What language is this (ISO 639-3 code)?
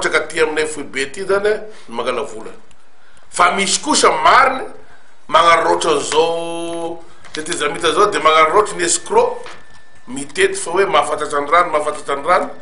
mlg